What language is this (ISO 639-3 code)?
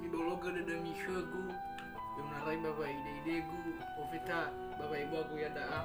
nia